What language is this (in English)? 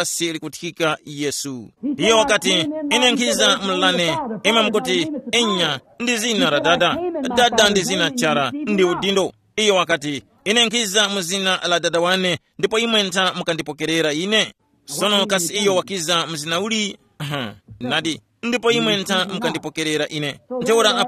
Tumbuka